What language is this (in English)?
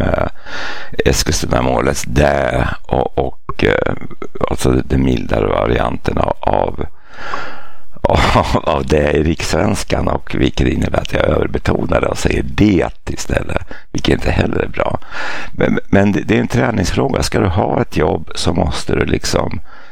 Swedish